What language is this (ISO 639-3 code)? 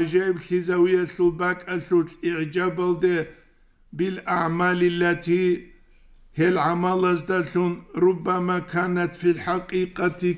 ava